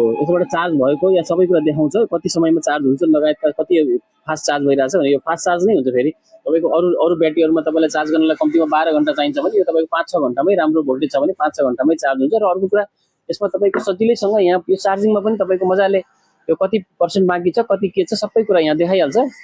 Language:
Nepali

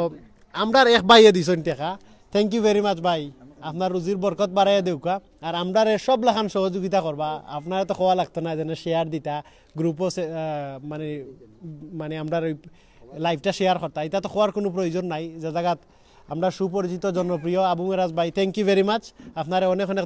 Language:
Sylheti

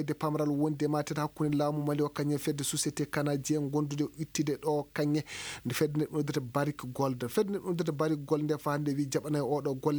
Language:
Fula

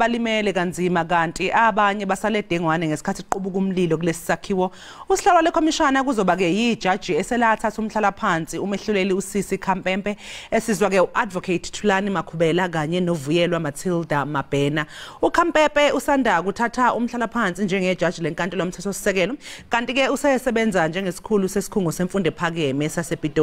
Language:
Zulu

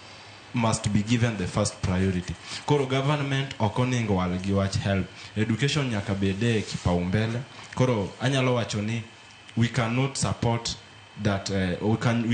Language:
Luo (Kenya and Tanzania)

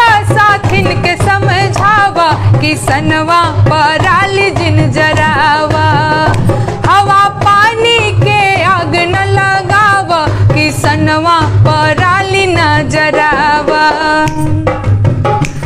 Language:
Bhojpuri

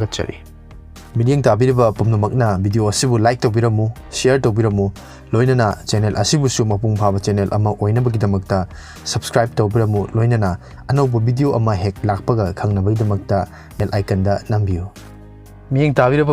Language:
Manipuri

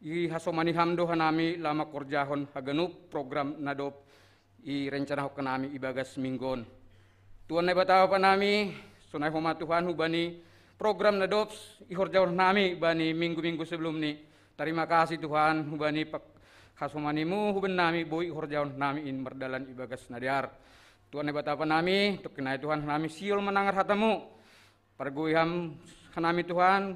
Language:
Batak Simalungun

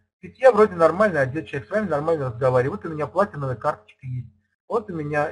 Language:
Russian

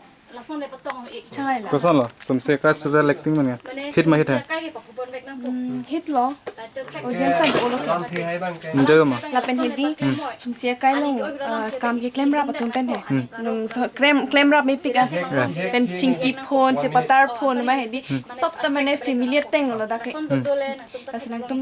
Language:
Karbi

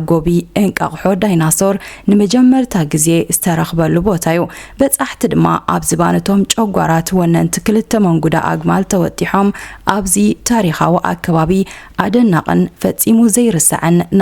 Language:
Tigrinya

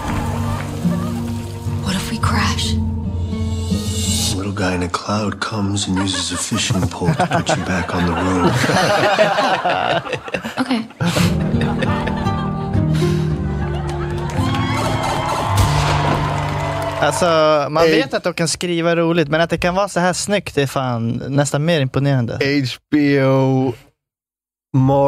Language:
Swedish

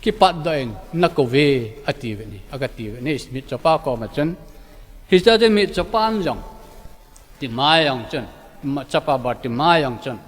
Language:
Thado Chin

